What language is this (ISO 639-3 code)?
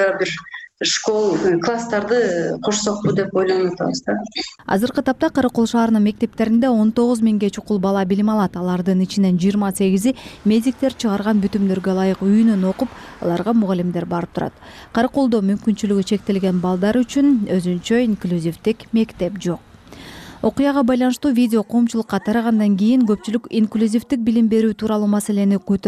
kir